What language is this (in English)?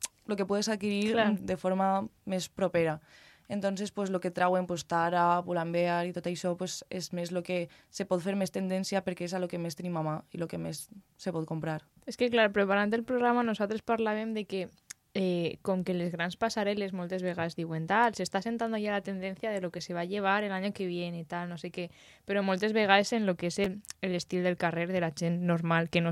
Catalan